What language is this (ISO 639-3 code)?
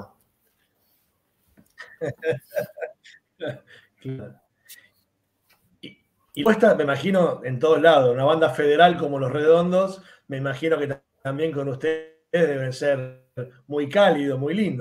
spa